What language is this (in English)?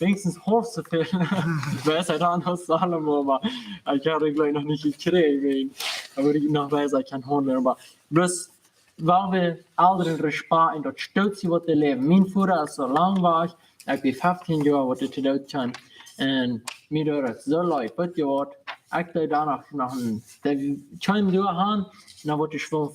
Plautdietsch